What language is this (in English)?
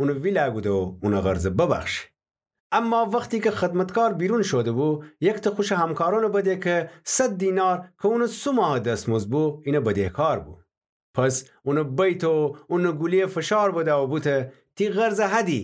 Gilaki